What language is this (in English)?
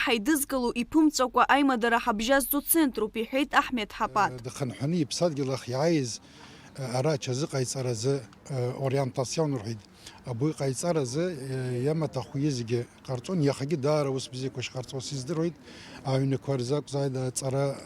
Abkhazian